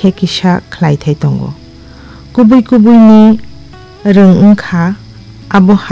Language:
Kok Borok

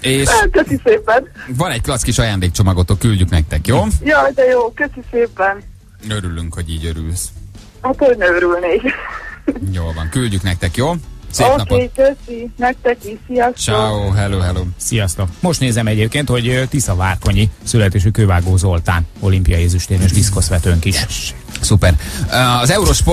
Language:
Hungarian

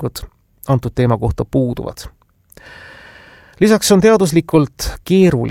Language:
Estonian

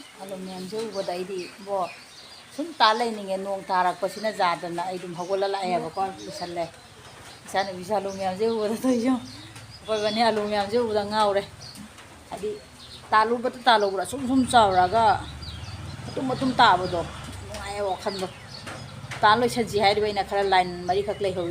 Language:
Manipuri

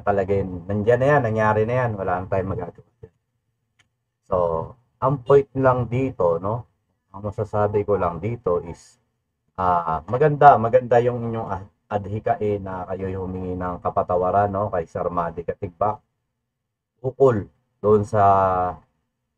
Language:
Filipino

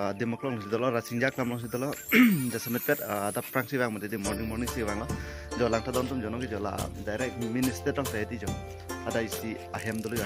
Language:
Karbi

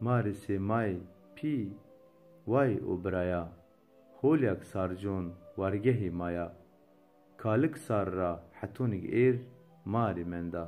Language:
Zaza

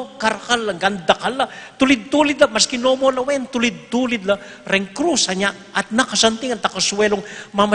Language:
Pampanga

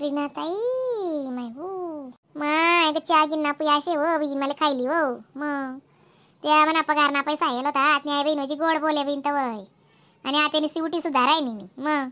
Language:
Khandesi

